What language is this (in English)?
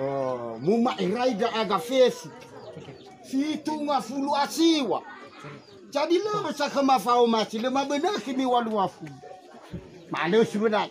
Nias